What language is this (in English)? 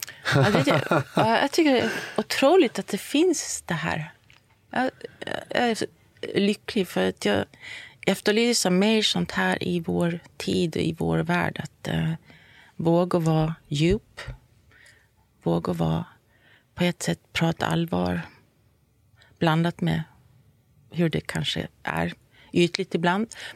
Swedish